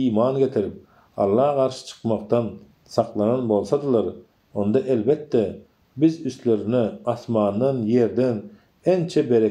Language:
Turkmen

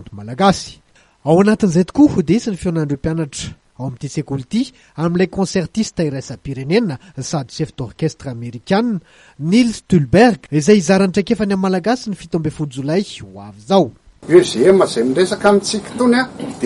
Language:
Malagasy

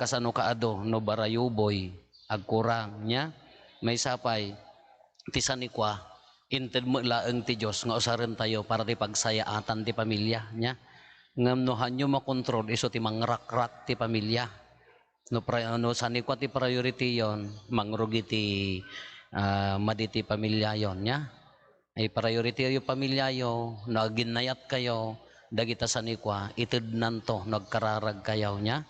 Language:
Iloko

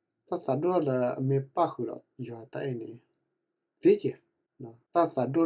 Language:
S'gaw Karen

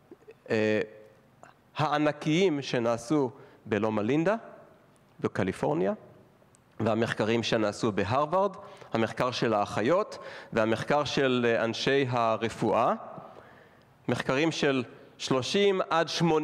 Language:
Hebrew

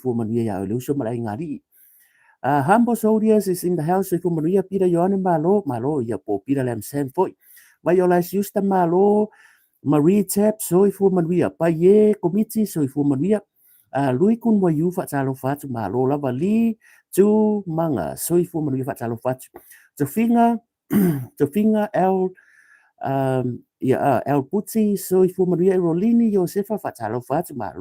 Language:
Samoan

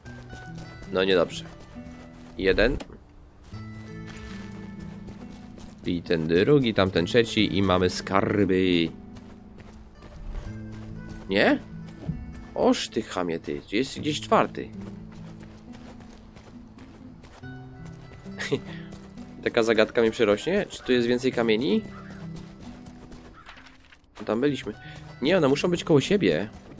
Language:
Polish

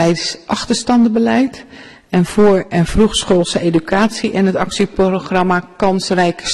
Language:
Dutch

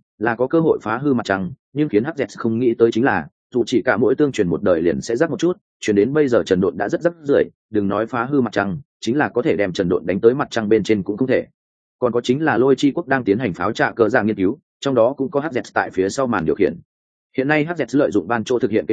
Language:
Vietnamese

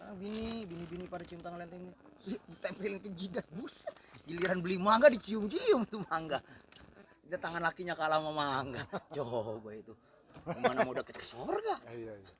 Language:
Betawi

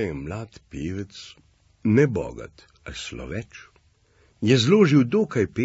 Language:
Slovenian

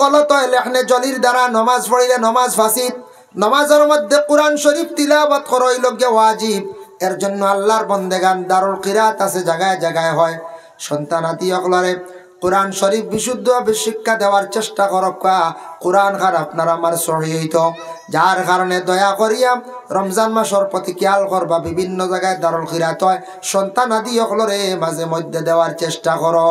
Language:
Sylheti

